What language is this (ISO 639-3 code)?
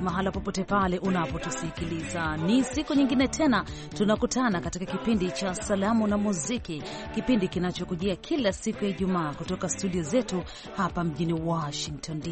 swa